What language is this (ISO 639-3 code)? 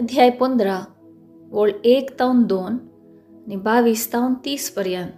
kok